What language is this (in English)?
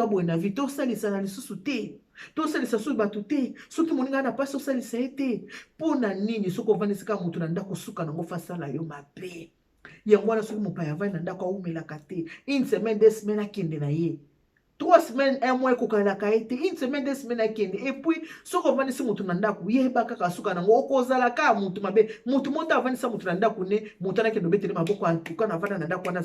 Lingala